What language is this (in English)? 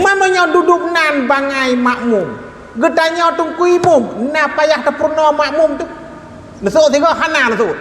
Achinese